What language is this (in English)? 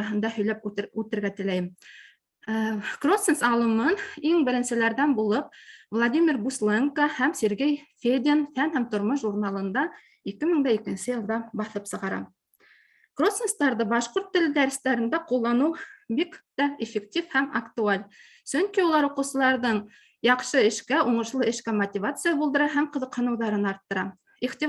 Bashkir